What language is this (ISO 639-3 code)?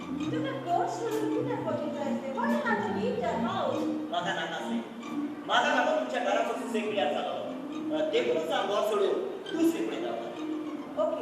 kok